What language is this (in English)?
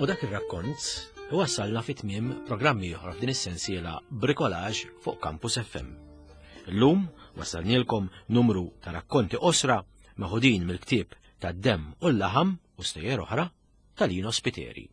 Maltese